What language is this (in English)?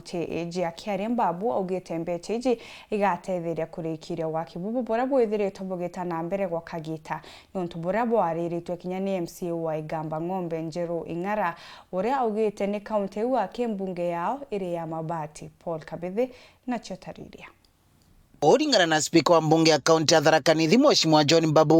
Meru